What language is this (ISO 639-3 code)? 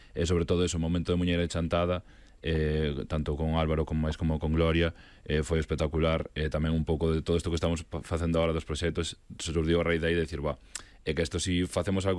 glg